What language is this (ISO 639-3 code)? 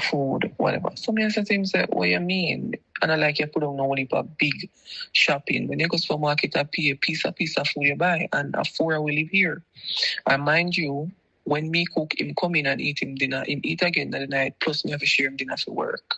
jam